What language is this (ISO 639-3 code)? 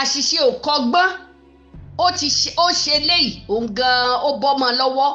yor